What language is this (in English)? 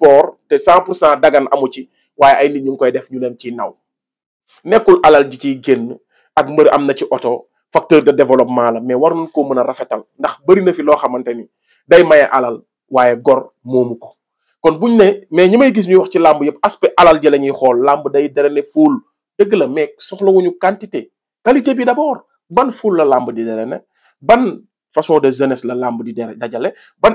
Wolof